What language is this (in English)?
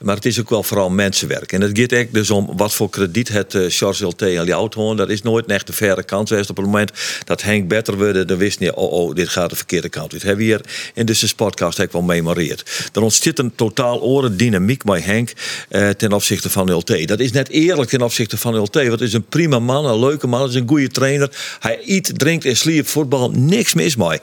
Western Frisian